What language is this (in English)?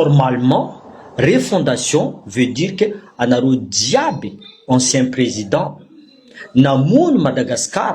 Malagasy